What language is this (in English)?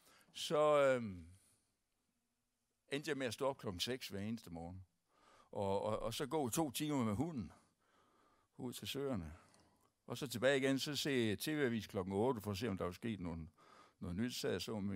Danish